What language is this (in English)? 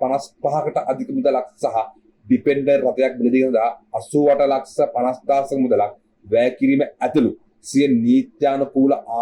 Sinhala